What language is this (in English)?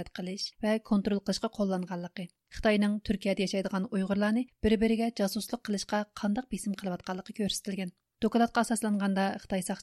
Uyghur